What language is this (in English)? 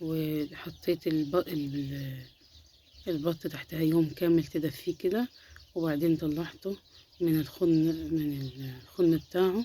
Egyptian Arabic